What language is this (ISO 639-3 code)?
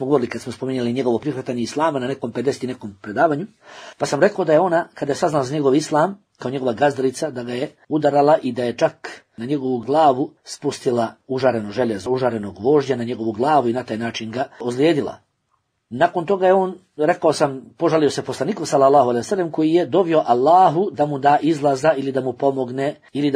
bos